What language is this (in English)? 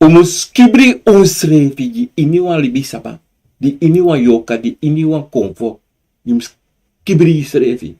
Sranan Tongo